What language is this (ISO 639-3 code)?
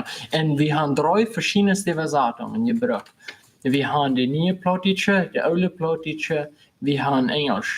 pdt